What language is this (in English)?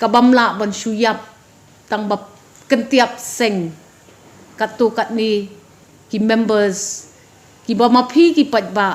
Khasi